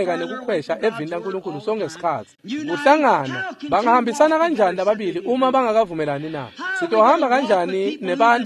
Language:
Swati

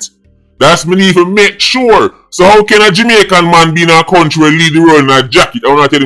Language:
Jamaican Creole English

